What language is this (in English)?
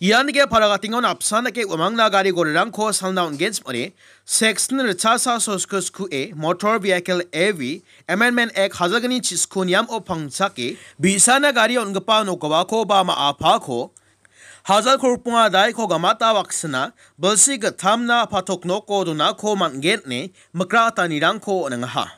Garo